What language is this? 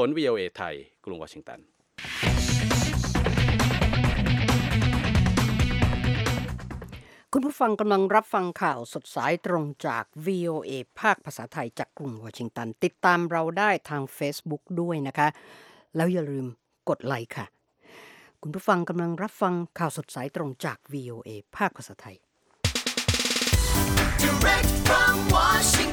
Thai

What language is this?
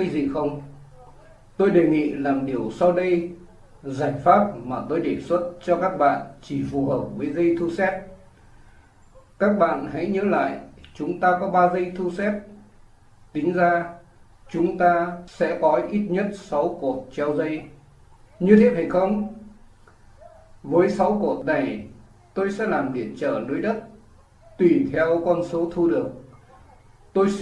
Vietnamese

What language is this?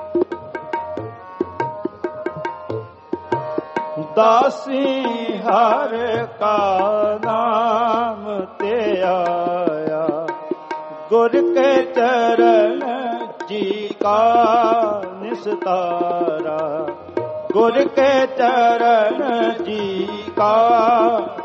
Punjabi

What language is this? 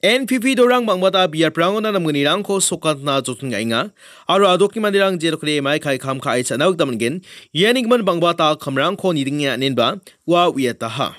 Garo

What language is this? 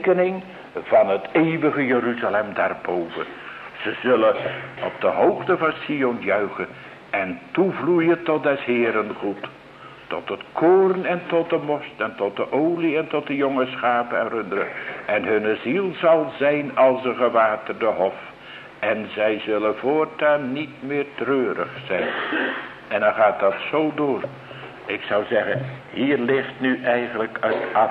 Dutch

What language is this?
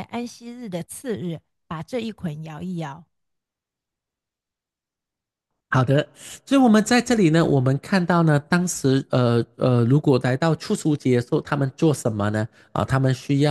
Chinese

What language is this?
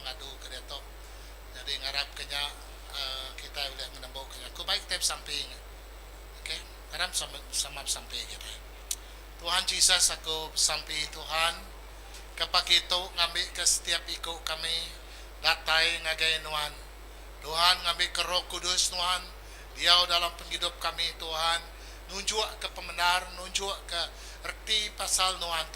Iban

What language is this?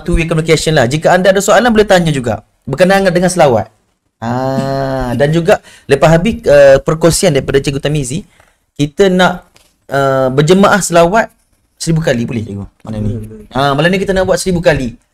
Malay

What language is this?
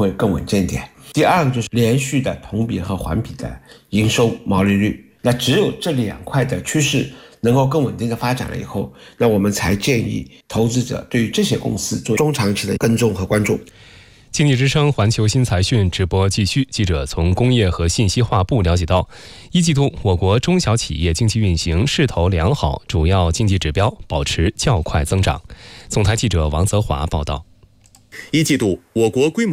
Chinese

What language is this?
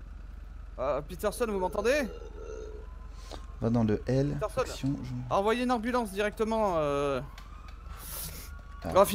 French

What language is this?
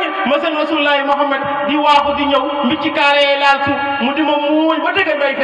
Wolof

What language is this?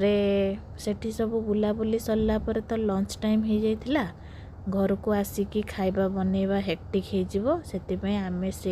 Odia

